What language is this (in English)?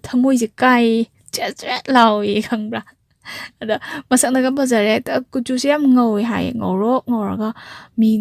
Manipuri